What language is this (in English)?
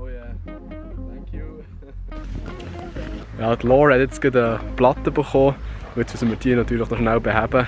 Swiss German